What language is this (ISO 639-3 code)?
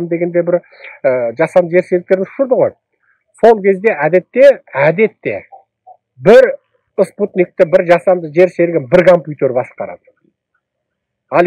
kaz